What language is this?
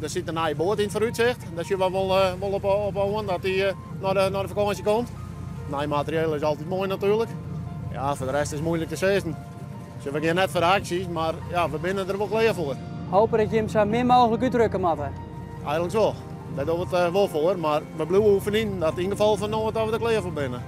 Western Frisian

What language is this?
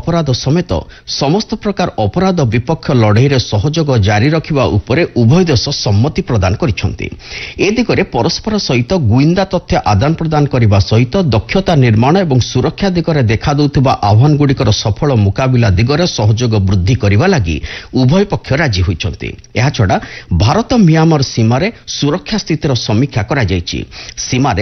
Odia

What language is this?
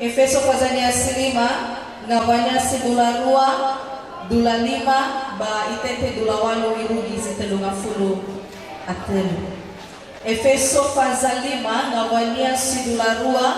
Nias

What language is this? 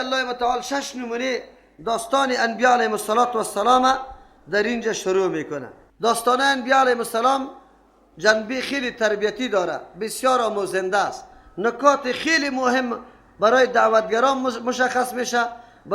Persian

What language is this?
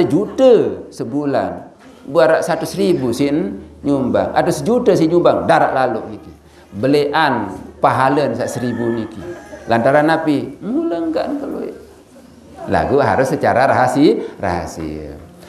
Sasak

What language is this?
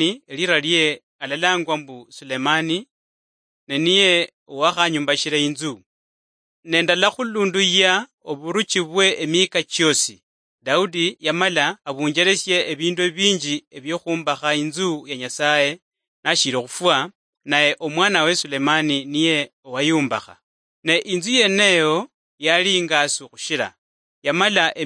Luyia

